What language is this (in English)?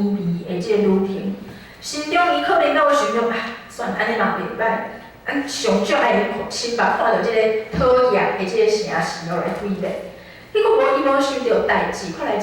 Min Nan Chinese